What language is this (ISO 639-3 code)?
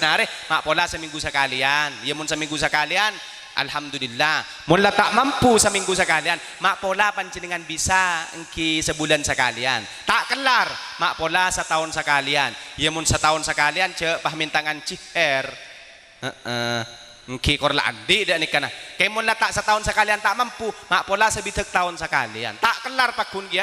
mad